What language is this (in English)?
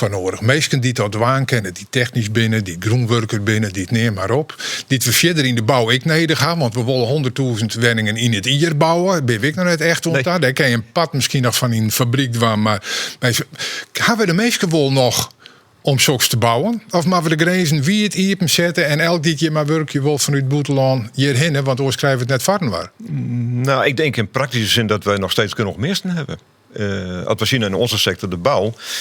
Western Frisian